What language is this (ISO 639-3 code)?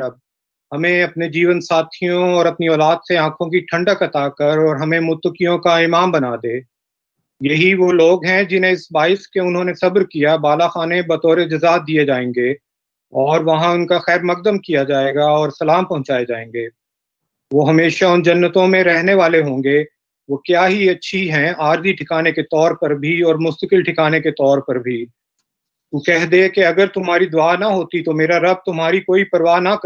urd